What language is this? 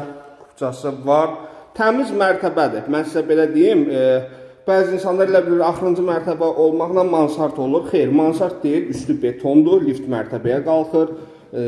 Azerbaijani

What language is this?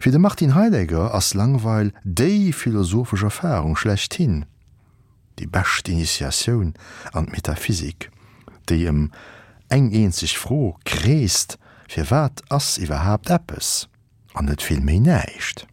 Luxembourgish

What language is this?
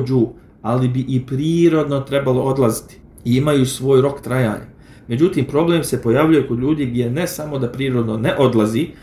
Bosnian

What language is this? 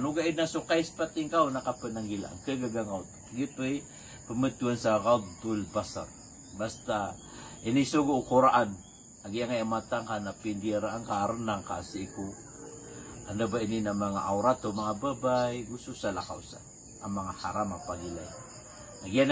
Maranao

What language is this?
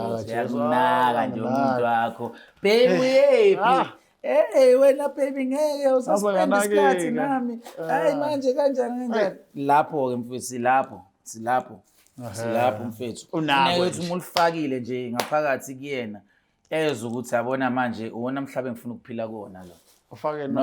Zulu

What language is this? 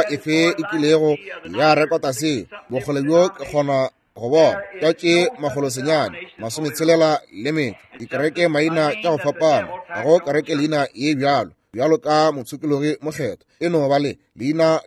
Northern Sotho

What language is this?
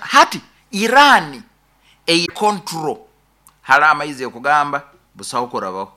Nyankole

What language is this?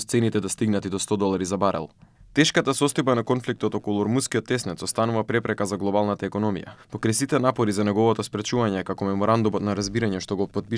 Macedonian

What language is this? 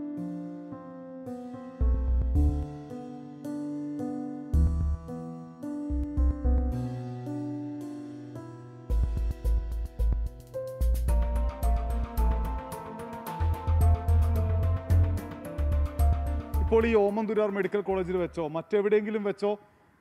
Malayalam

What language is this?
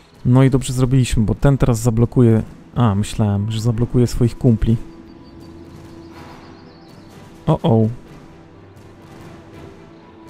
Polish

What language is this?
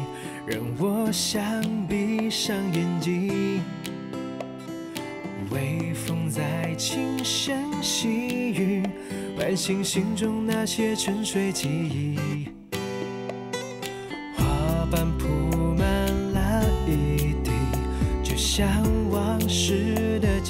Chinese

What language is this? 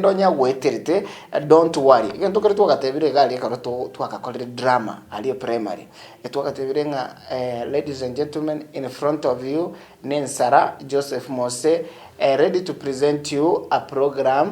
Gusii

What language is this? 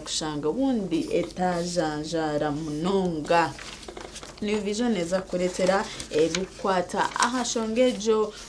Nyankole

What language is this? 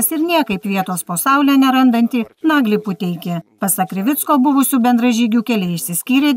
Lithuanian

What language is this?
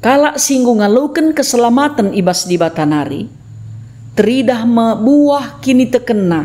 Batak Karo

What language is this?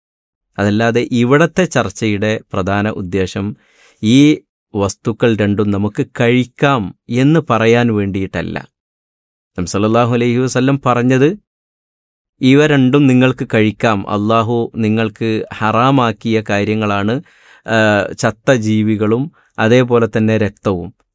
Malayalam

